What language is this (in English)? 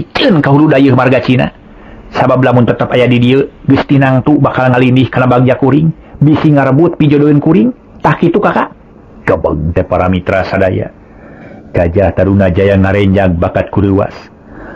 Sundanese